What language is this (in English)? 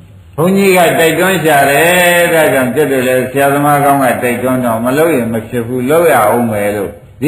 Burmese